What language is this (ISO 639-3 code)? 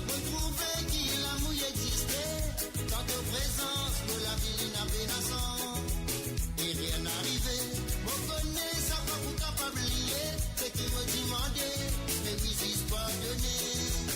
mfe